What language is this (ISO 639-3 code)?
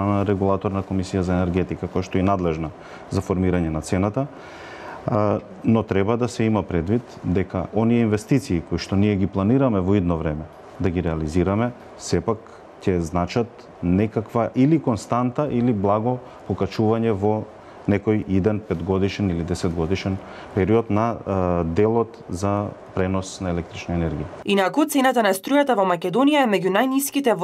mkd